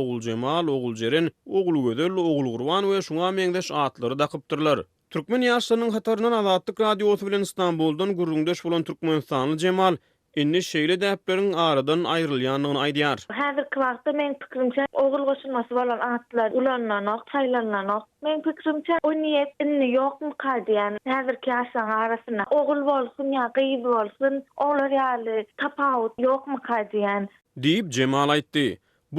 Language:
Turkmen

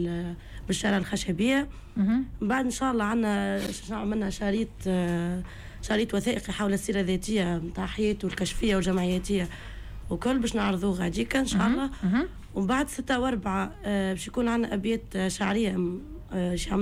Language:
Tunisian Arabic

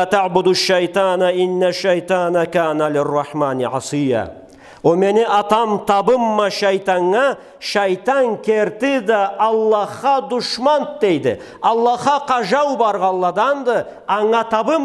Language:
Karachay-Balkar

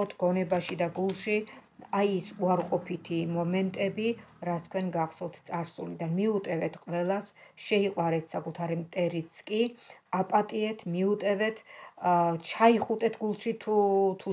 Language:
Georgian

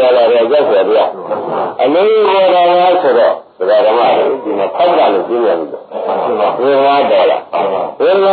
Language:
Burmese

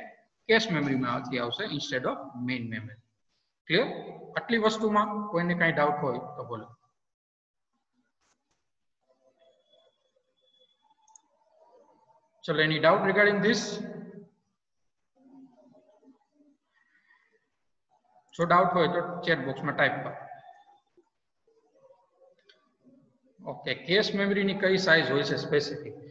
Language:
Gujarati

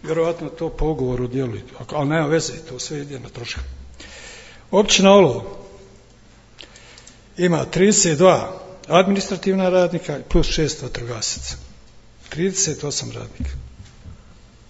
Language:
Bosnian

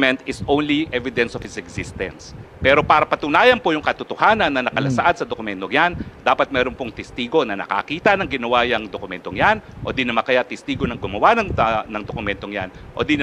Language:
Filipino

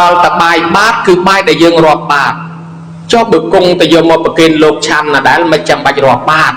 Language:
Khmer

